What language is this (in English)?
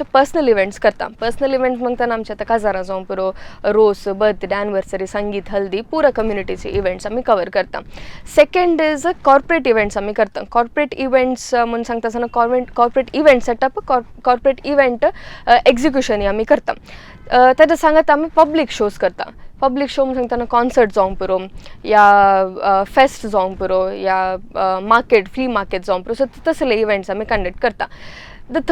Konkani